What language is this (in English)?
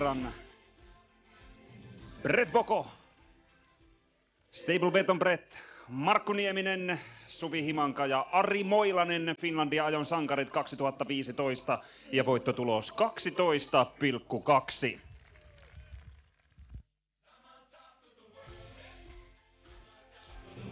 Finnish